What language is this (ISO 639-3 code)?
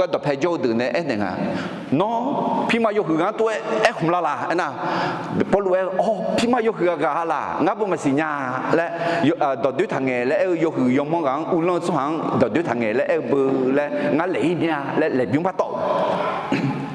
ahk